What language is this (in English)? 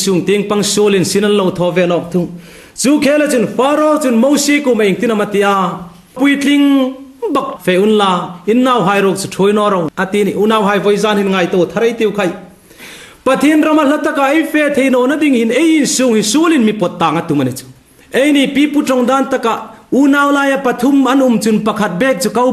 Hmar